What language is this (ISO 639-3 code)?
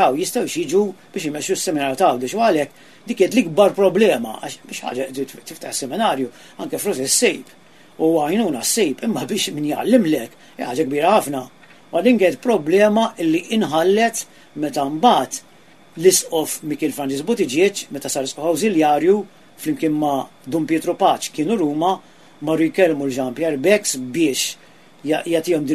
mlt